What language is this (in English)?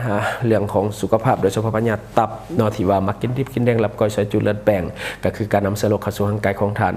Lao